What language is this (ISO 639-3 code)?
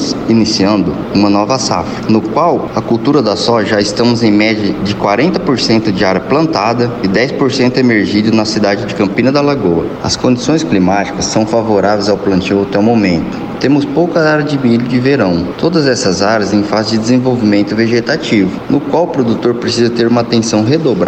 por